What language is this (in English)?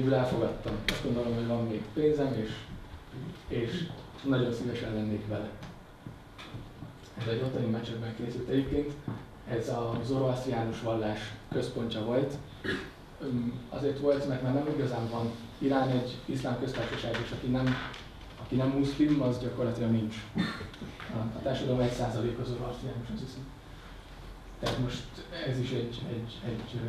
Hungarian